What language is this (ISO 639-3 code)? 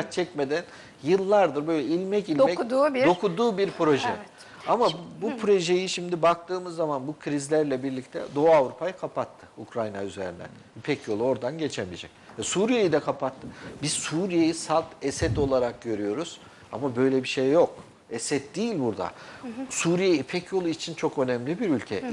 tur